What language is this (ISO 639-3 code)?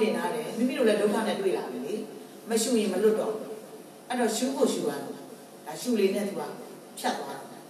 mya